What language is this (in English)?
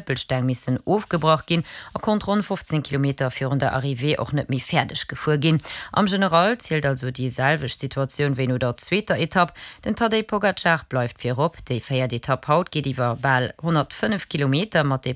Luxembourgish